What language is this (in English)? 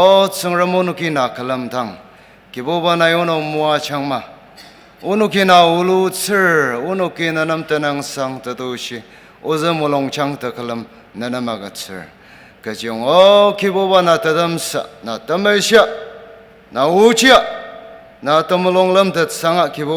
Ao Naga